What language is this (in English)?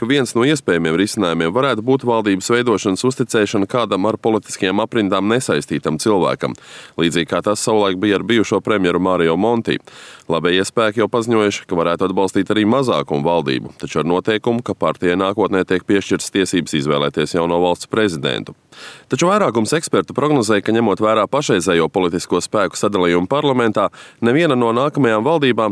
Latvian